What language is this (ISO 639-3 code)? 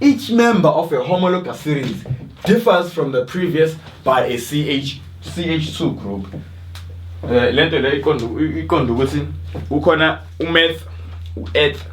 zul